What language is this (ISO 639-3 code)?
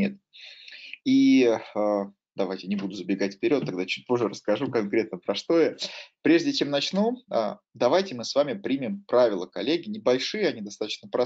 rus